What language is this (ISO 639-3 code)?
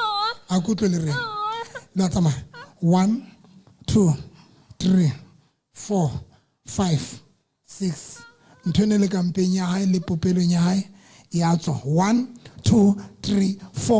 sot